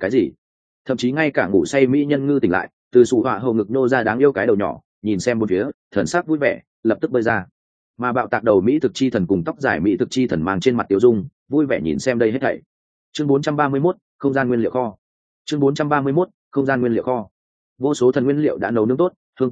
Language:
Vietnamese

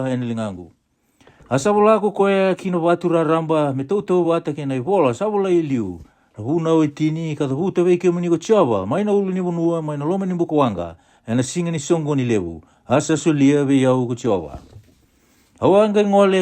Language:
Fijian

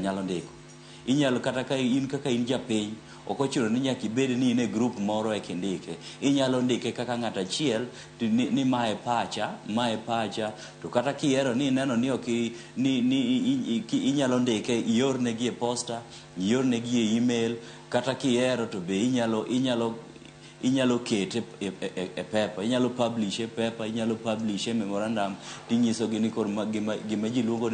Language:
Luo (Kenya and Tanzania)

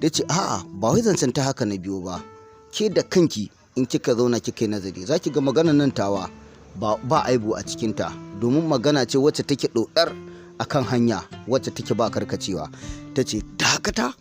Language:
Hausa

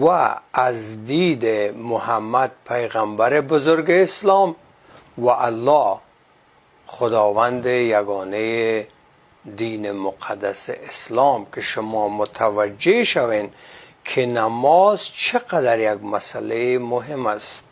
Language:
Persian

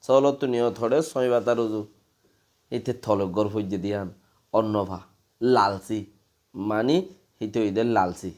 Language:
Rohingya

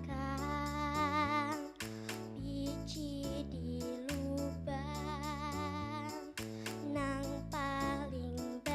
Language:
Banjar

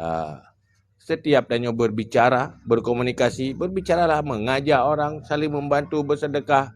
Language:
Achinese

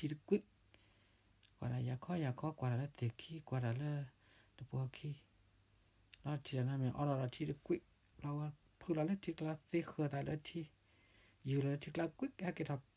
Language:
S'gaw Karen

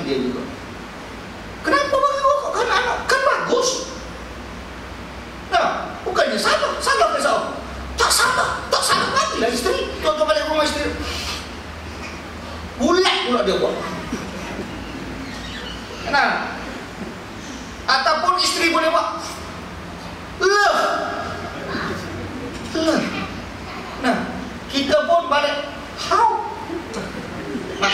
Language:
Malay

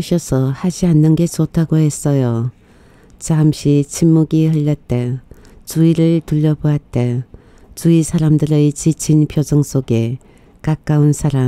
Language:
Korean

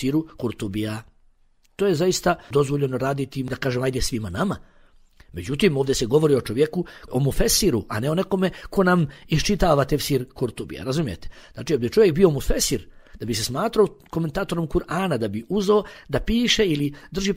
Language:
Bosnian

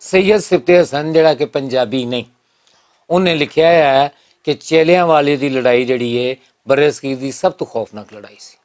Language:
Western Panjabi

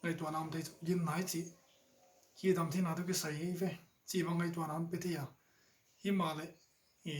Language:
Paite Chin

